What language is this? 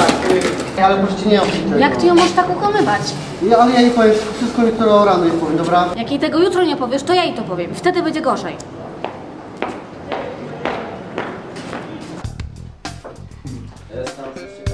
Polish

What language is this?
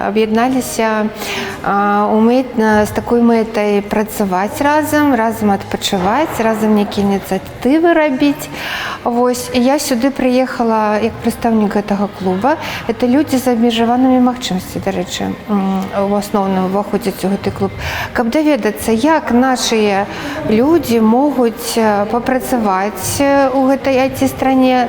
Belarusian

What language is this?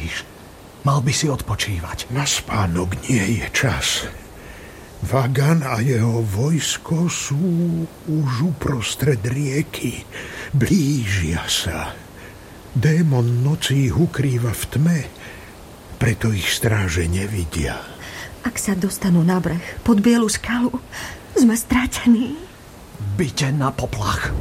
Slovak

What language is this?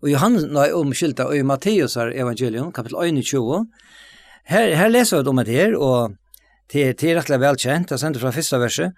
Faroese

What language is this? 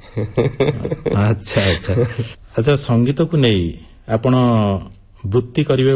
Odia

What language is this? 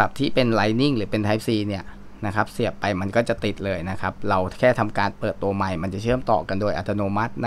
Thai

